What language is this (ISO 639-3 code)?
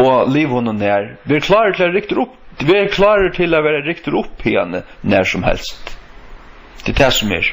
fao